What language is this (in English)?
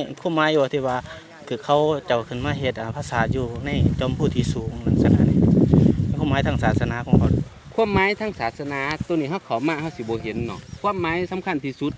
Lao